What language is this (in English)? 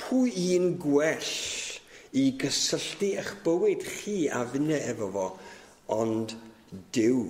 Welsh